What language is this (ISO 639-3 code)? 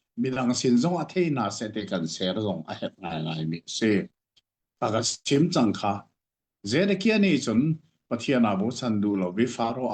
cnh